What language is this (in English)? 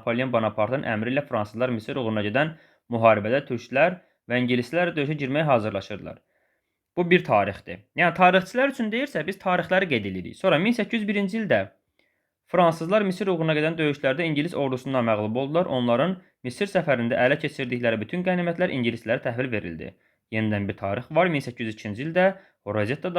Azerbaijani